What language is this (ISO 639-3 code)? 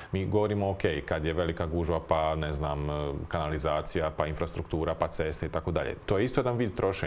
hrv